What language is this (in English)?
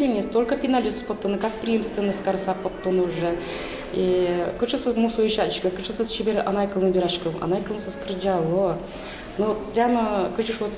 Udmurt